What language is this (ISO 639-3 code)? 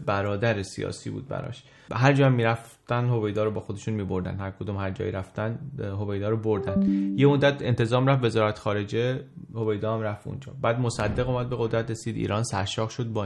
fas